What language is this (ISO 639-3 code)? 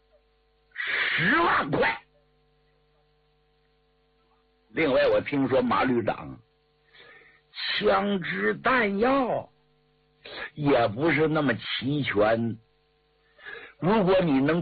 zho